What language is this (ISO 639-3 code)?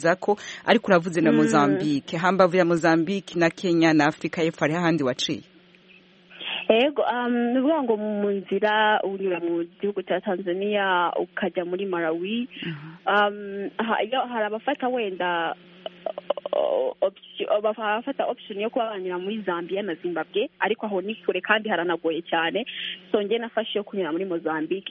kin